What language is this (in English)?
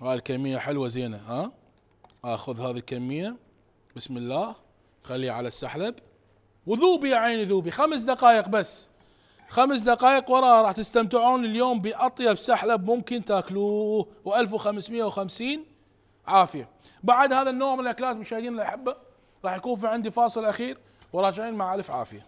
Mesopotamian Arabic